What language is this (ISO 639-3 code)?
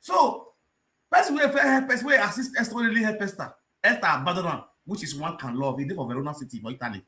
pcm